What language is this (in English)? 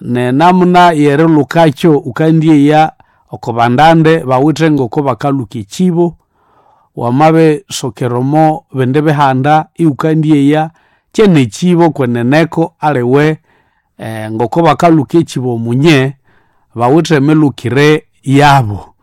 Nande